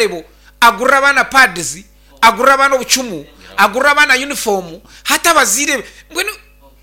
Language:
Nyankole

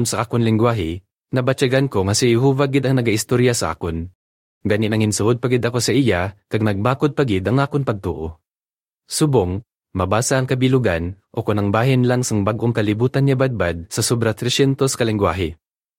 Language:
Hiligaynon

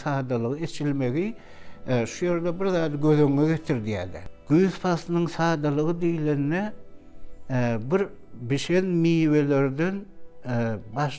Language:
Turkmen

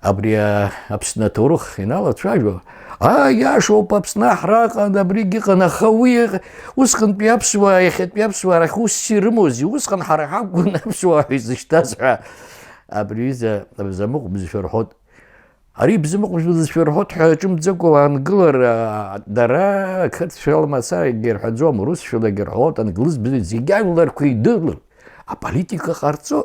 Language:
Abkhazian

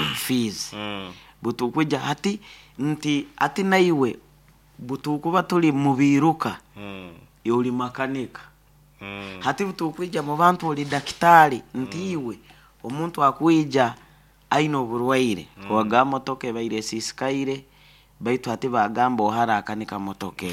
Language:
Nyoro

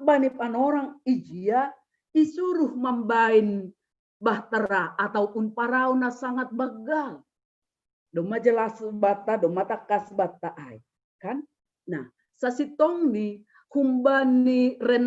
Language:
Batak Simalungun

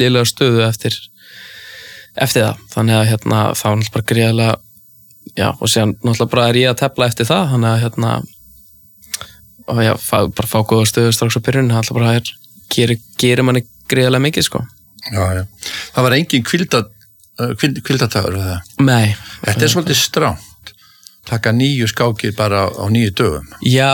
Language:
Icelandic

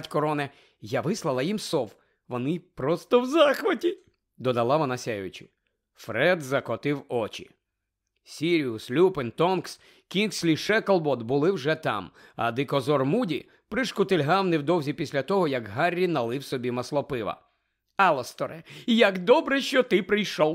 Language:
Ukrainian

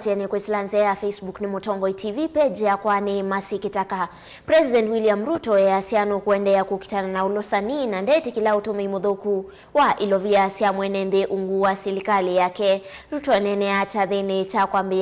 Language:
Kamba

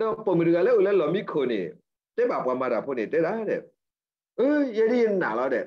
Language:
S'gaw Karen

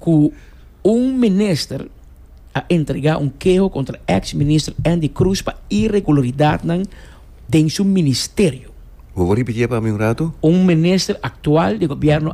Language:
Papiamento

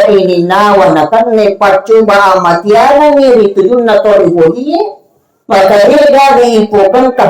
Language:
Buginese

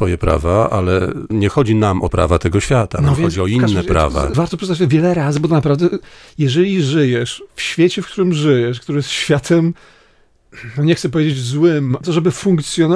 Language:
Polish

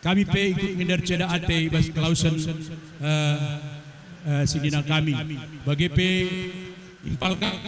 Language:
Batak Karo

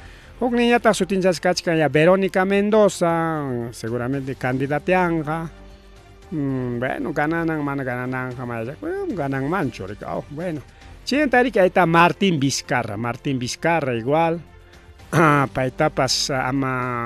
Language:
Ayacucho Quechua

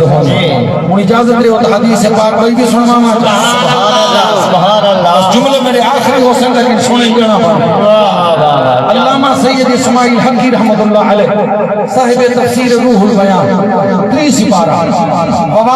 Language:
Saraiki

